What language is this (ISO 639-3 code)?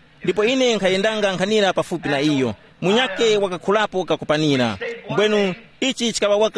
tum